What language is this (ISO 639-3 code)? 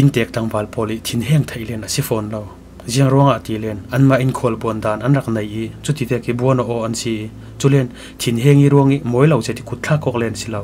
cfm